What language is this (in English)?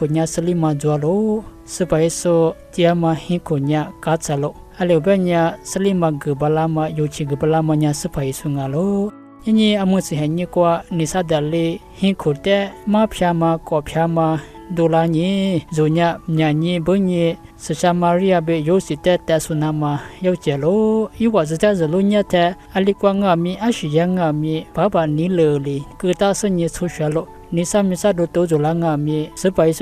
Lisu